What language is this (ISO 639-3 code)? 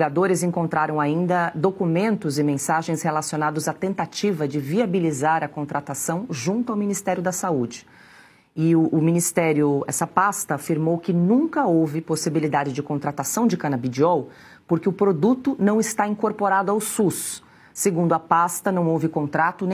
por